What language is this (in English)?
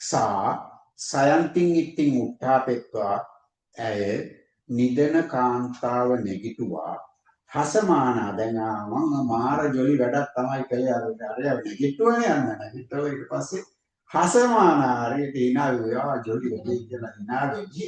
Sinhala